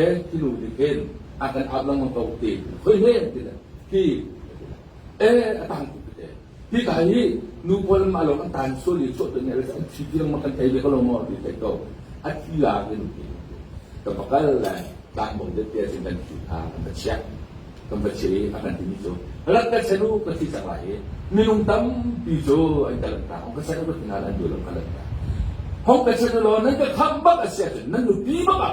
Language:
Hakha Chin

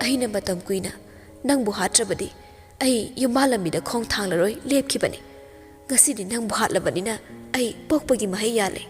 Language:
Manipuri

